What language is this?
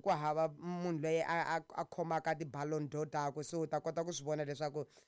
Tsonga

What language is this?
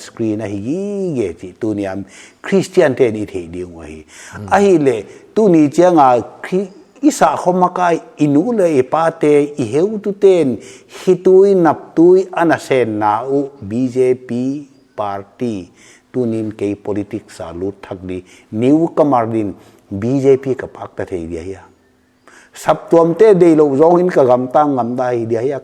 Paite Chin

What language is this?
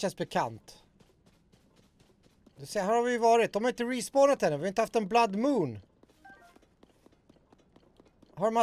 Swedish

